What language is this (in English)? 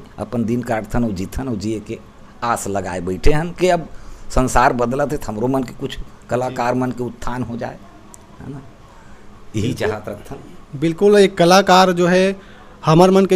Chhattisgarhi